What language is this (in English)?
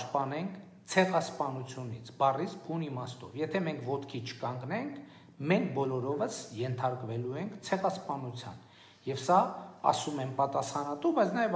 Armenian